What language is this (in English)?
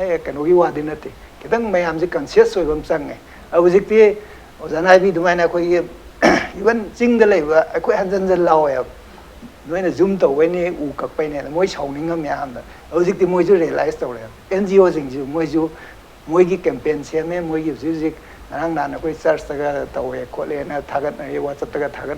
Manipuri